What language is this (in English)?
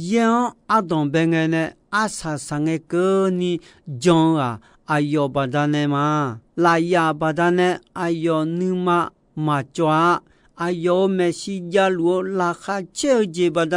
Akha